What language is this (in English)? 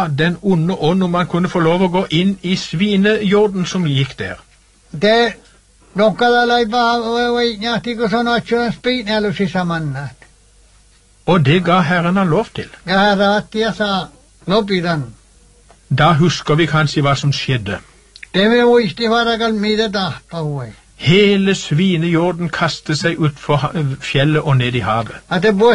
Norwegian